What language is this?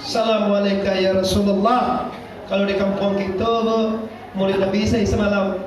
Minangkabau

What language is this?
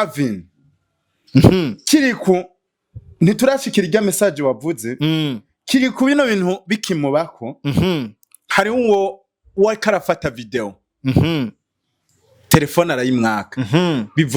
Rundi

